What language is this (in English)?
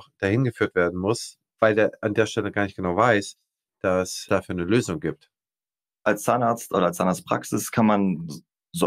German